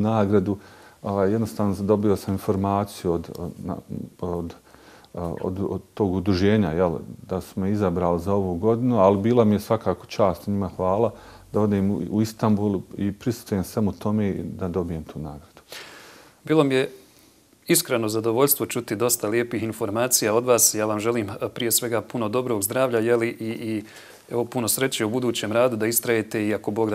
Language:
Bosnian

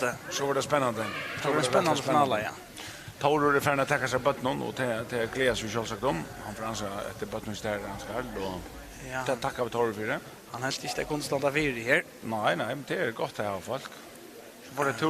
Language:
Faroese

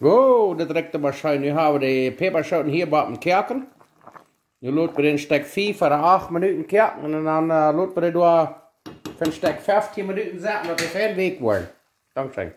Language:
Plautdietsch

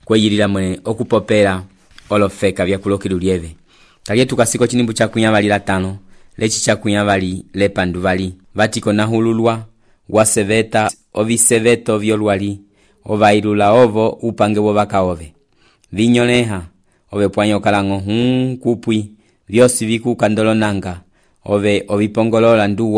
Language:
Umbundu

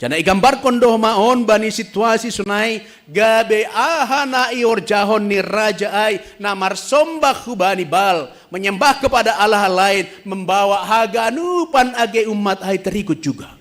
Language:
Batak Simalungun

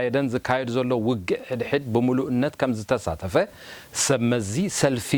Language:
Tigrinya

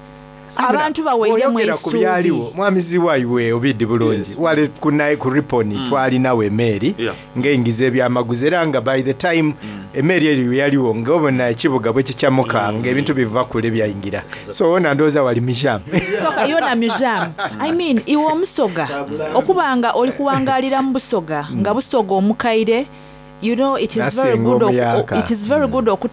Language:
Soga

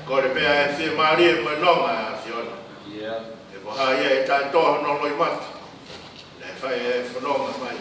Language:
Tongan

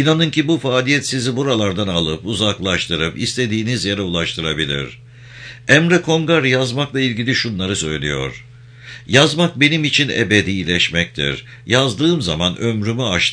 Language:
Turkish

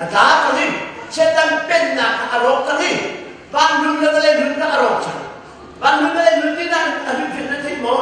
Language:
Hakha Chin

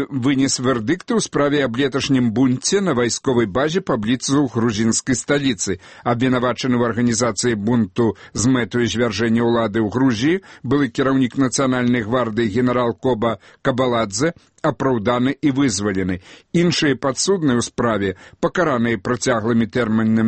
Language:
Belarusian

